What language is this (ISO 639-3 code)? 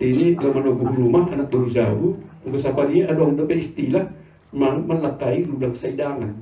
bts